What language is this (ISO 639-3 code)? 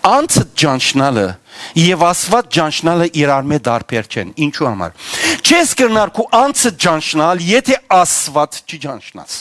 hyw